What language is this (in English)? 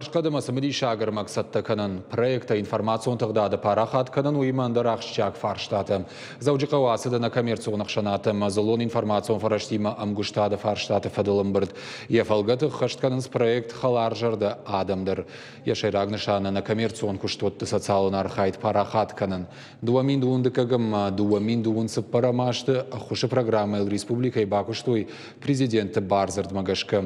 Ossetic